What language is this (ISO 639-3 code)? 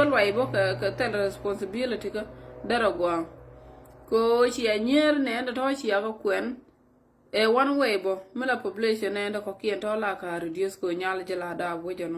nus